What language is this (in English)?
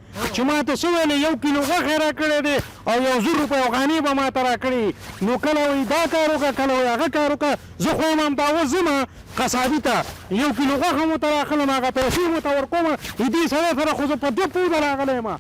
Pashto